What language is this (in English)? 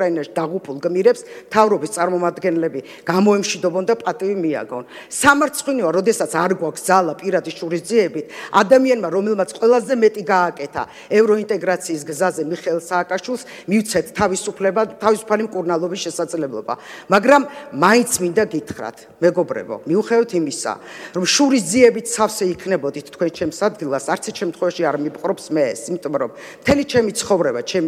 Georgian